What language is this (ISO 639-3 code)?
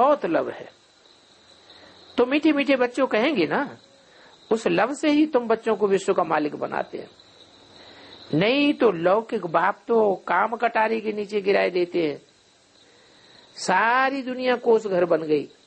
hin